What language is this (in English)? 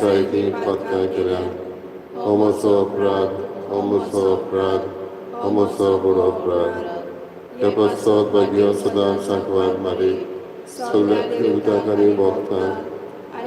Konkani